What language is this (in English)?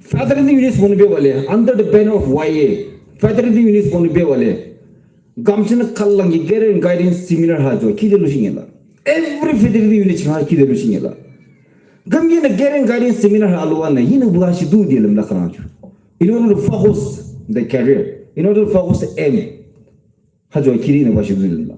Yimchungru Naga